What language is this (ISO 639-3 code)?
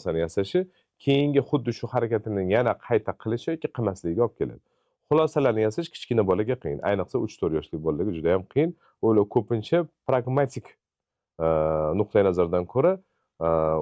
uzb